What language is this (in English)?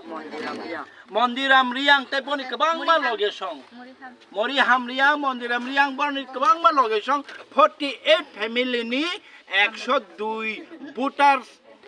Kok Borok